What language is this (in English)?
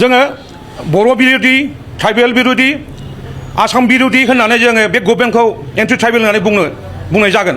Bodo